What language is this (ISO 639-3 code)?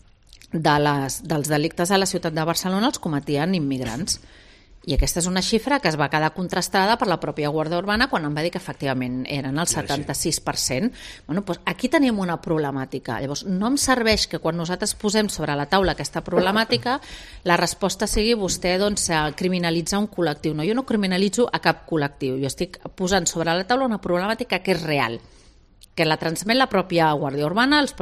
cat